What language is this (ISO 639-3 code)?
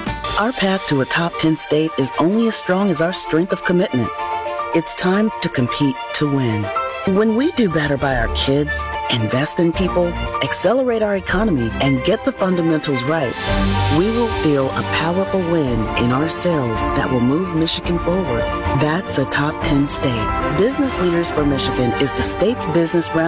eng